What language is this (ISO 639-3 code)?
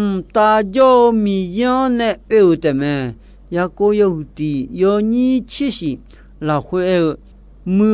ahk